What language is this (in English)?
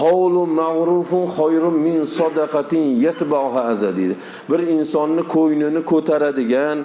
Uzbek